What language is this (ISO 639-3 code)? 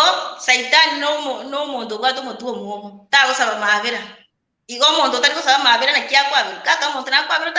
guz